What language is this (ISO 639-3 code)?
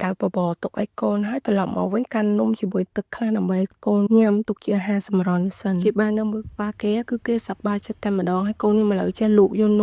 khm